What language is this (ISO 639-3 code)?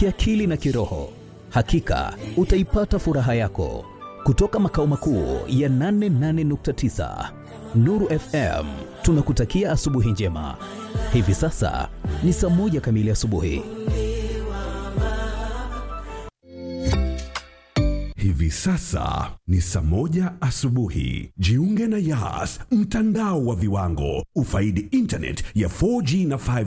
swa